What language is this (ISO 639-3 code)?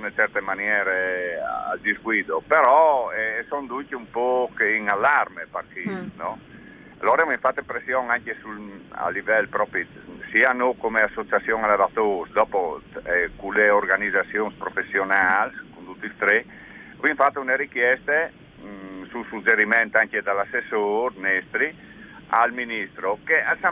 fur